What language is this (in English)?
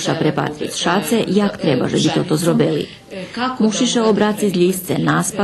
Rusyn